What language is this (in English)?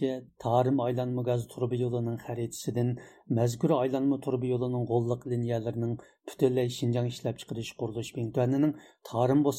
Uyghur